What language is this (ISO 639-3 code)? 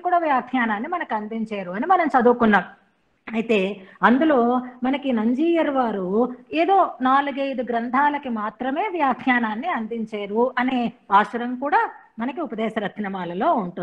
tel